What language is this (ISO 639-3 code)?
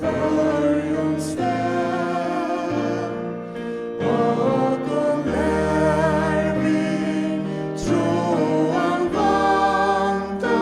fao